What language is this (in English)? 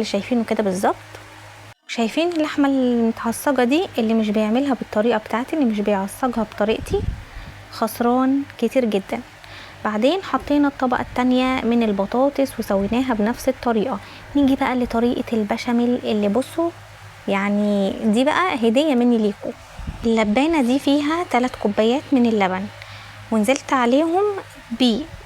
Egyptian Arabic